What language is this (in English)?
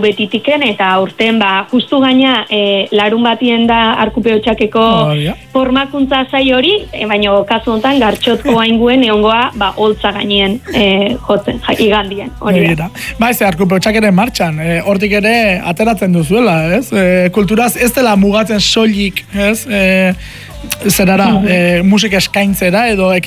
Basque